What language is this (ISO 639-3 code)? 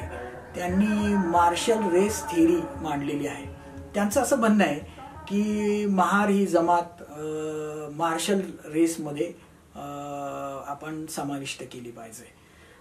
mar